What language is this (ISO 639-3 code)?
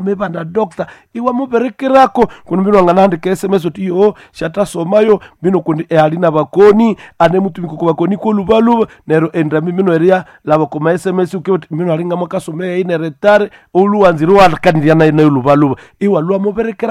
nnb